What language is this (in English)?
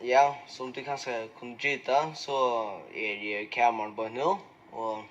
Faroese